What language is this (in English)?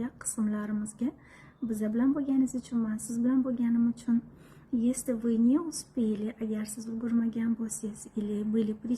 Uzbek